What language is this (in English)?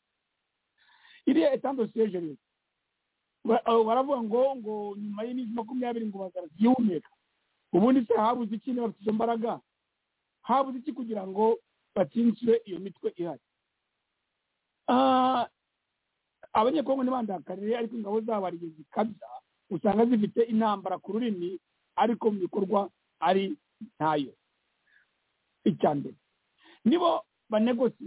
Kinyarwanda